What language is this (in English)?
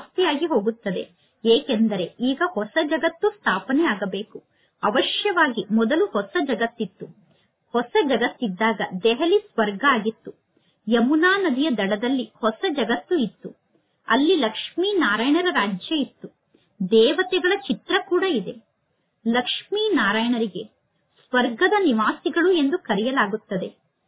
Kannada